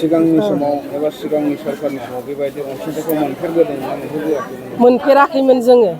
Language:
Bodo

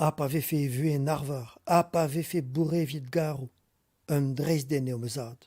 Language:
Breton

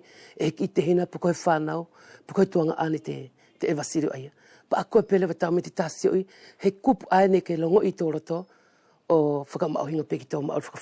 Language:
Wallisian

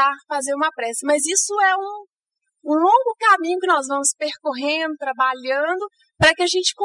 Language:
Portuguese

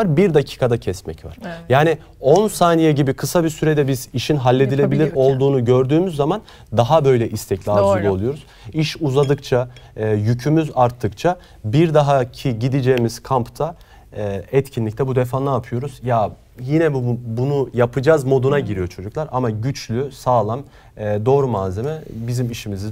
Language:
Turkish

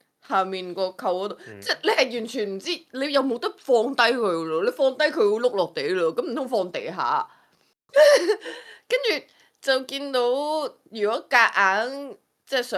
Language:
Cantonese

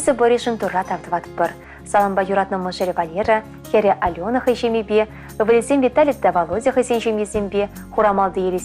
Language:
Chuvash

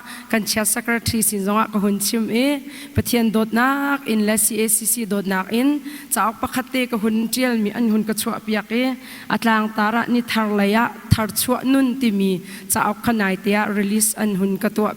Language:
Hakha Chin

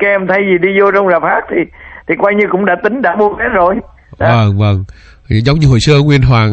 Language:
Vietnamese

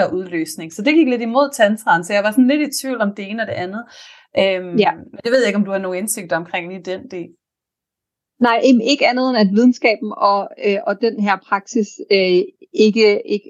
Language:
Danish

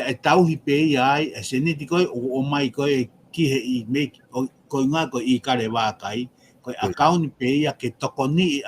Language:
Tongan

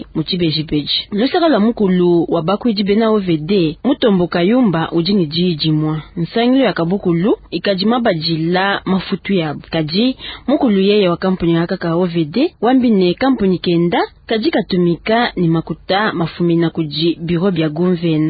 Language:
Luba-Lulua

